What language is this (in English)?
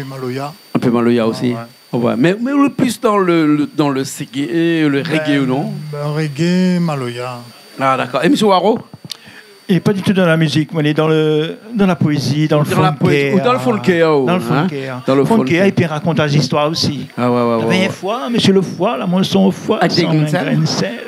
Réunion Creole French